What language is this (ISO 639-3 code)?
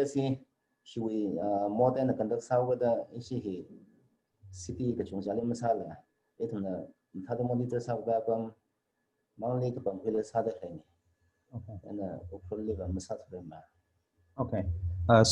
nmf